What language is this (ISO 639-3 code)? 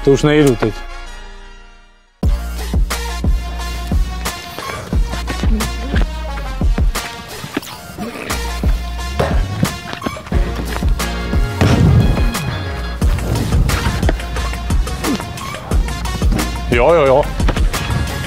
ces